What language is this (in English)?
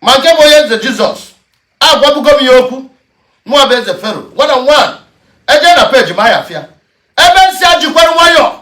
Igbo